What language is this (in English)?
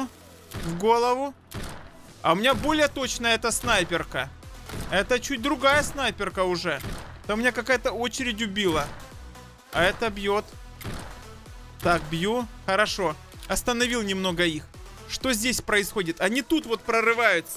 Russian